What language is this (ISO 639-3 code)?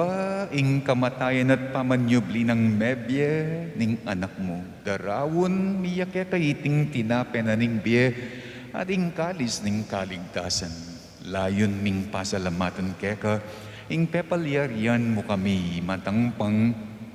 pam